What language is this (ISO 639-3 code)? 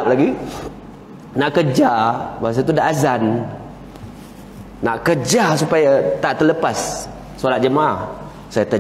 msa